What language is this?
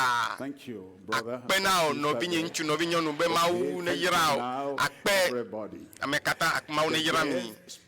Ewe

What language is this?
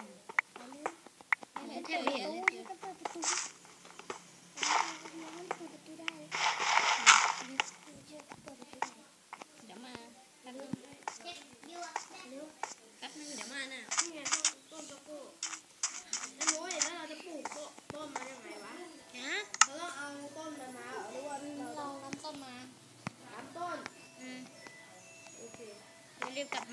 Thai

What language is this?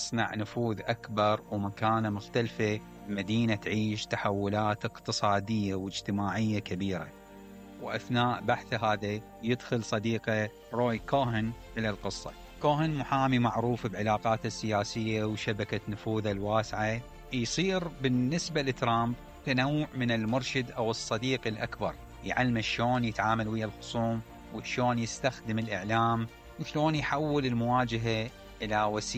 Mesopotamian Arabic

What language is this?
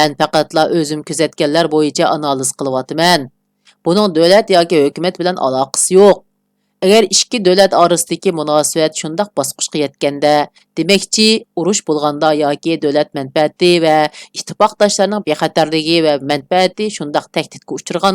Uyghur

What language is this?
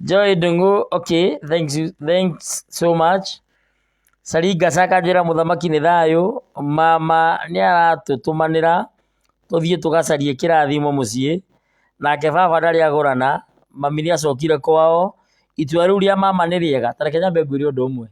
Kikuyu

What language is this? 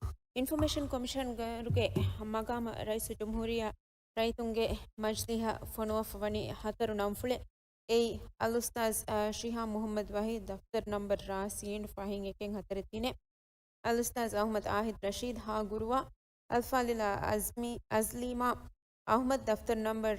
Divehi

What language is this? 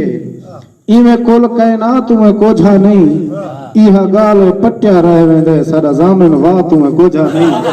Saraiki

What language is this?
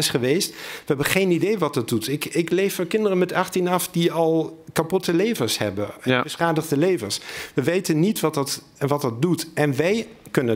Dutch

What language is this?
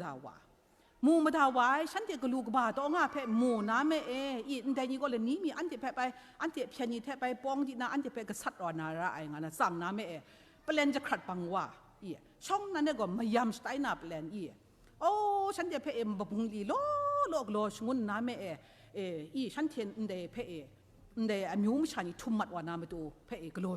Kachin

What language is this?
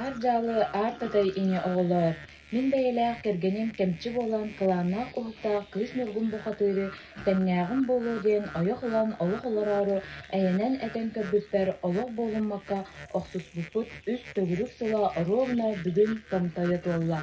Yakut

